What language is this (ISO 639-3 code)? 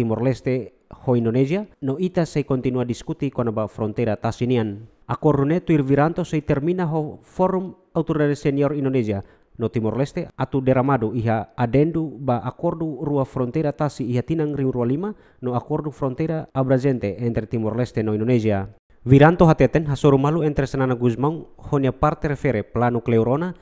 tet